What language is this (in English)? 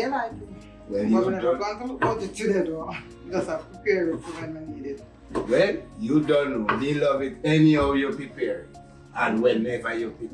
Jamaican Creole English